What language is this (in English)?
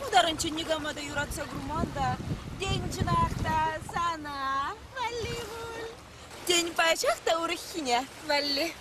Chuvash